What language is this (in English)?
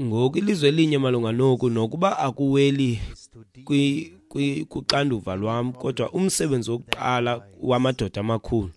Xhosa